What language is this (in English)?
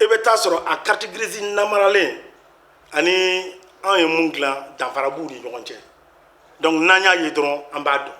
Bambara